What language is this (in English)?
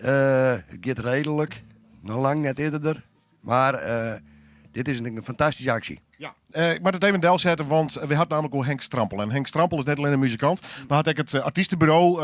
Western Frisian